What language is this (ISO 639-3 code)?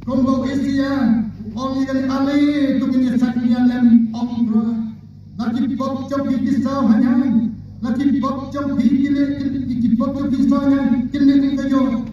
kha